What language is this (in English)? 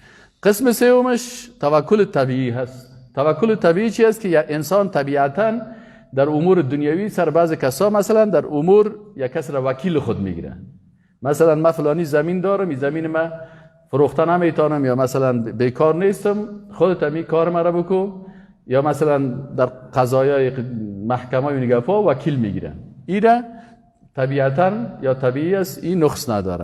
Persian